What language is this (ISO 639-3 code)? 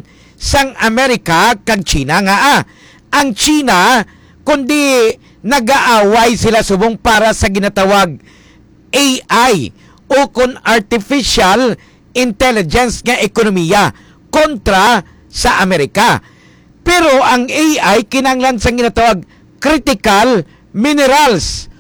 hil